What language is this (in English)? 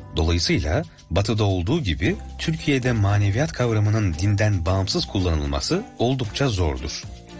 Turkish